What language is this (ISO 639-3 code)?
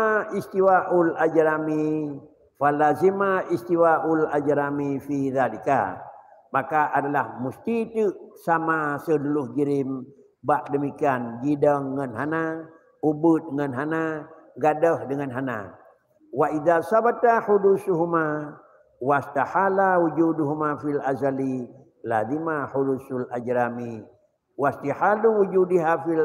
ace